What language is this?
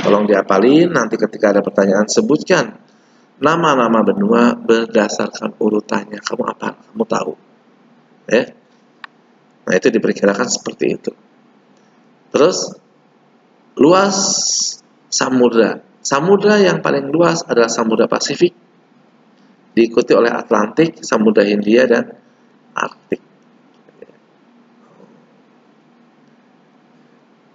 Indonesian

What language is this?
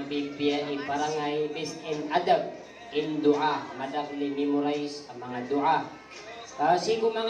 Maranao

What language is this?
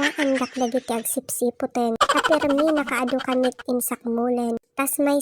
Iloko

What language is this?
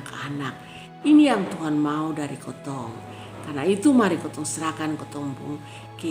Kupang Malay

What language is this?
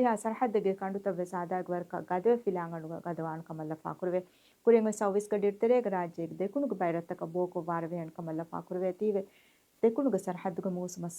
Divehi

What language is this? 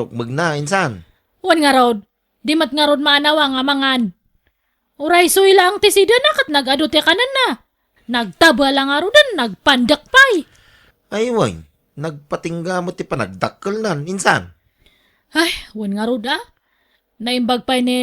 Iloko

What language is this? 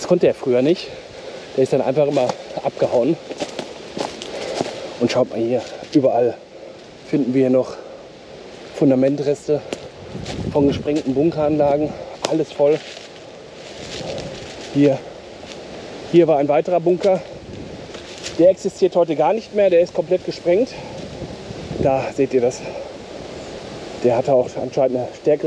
German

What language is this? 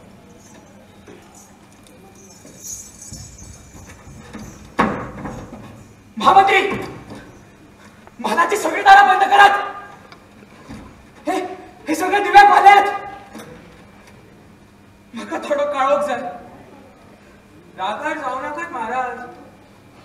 Konkani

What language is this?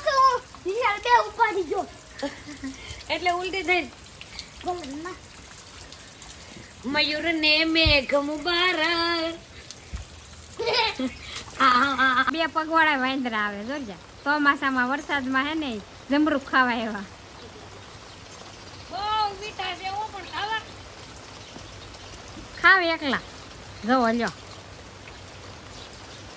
Gujarati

